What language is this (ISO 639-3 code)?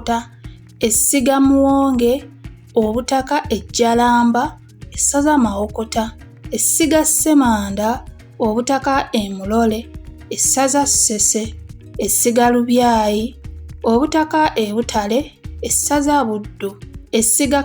lug